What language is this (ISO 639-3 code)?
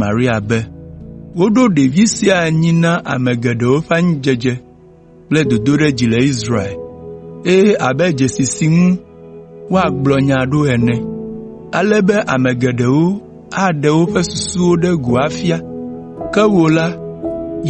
ewe